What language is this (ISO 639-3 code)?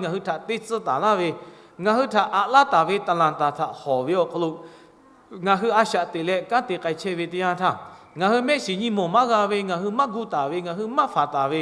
lhu